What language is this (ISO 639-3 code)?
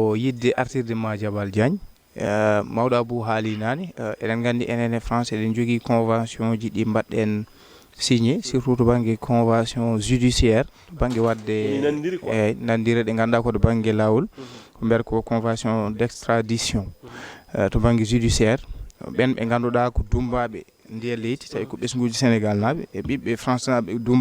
ful